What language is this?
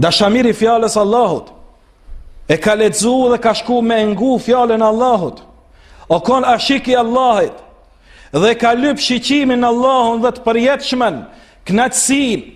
Albanian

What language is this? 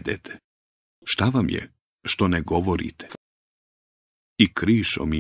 Bosnian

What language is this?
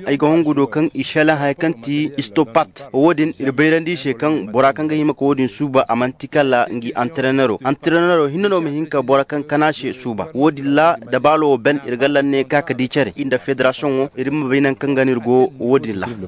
Koyraboro Senni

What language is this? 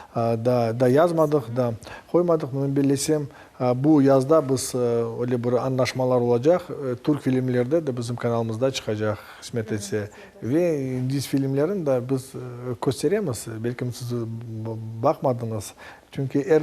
Crimean Tatar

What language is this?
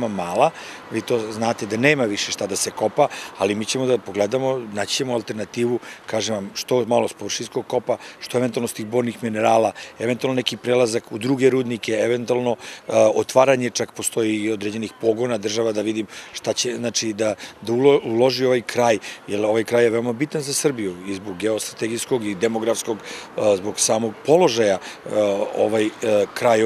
Serbian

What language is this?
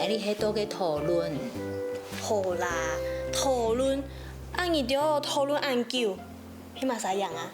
Hakka Chinese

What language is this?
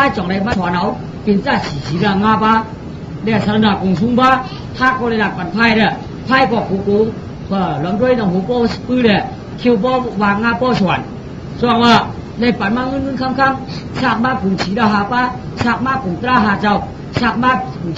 Shan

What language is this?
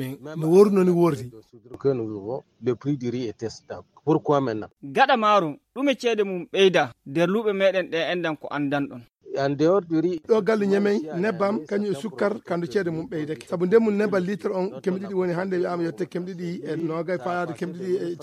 Nigerian Fulfulde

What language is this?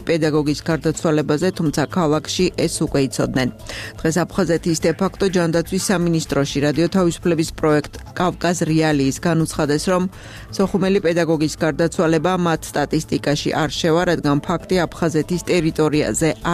Georgian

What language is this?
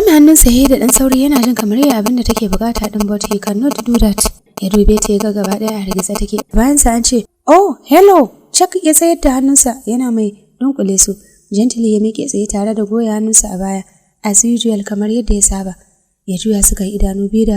Hausa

